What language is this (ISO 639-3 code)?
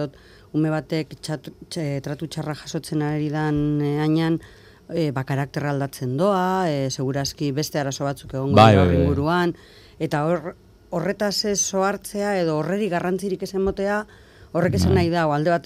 eus